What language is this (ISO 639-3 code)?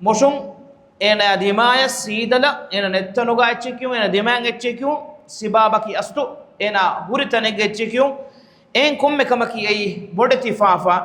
div